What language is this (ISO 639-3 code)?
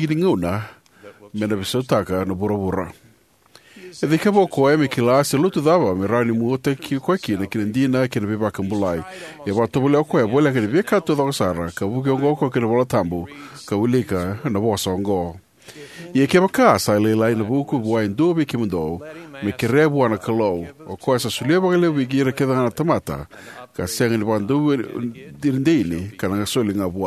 fij